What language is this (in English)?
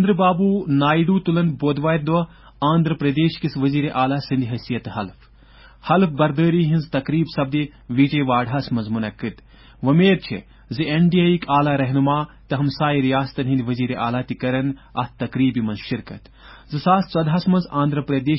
Kashmiri